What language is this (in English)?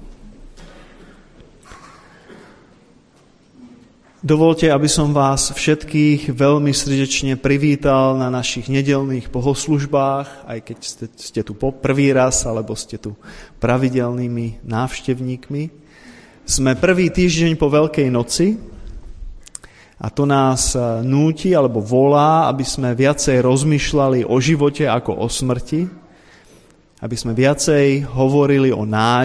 Slovak